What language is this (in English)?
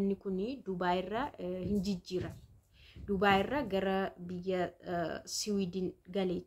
Oromo